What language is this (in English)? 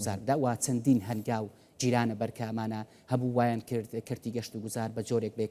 Central Kurdish